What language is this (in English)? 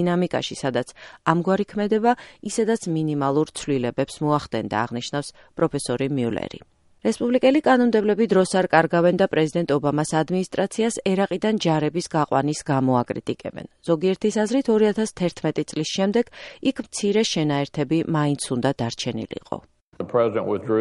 Georgian